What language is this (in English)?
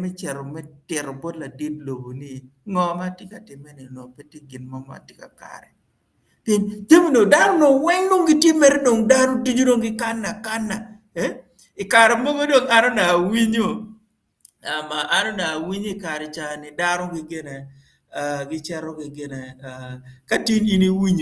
Acoli